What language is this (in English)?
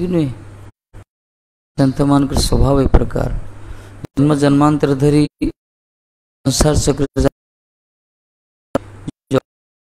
Odia